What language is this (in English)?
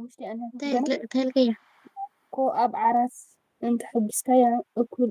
Tigrinya